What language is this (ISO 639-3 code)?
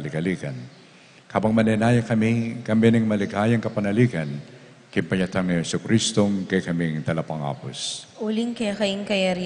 pam